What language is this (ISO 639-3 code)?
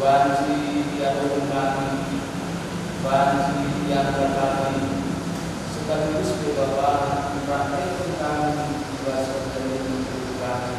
btx